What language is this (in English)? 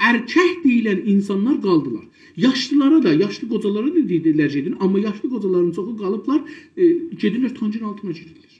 South Azerbaijani